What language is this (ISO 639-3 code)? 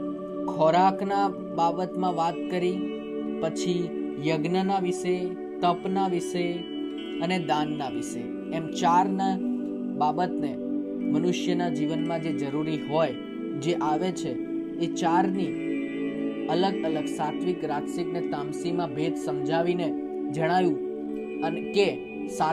guj